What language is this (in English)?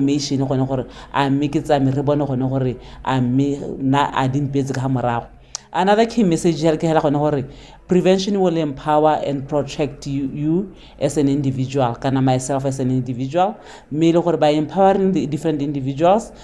Tswana